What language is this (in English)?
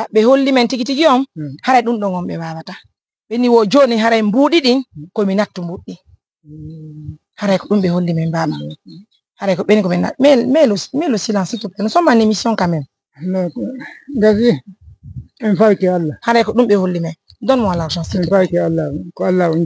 Fula